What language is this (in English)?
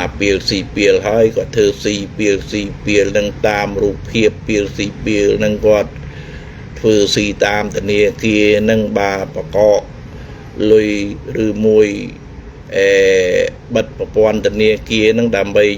Khmer